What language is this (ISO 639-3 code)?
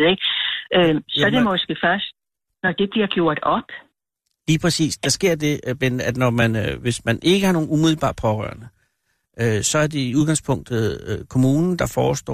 dan